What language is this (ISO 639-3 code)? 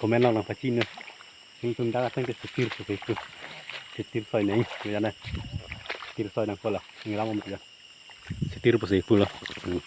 mjw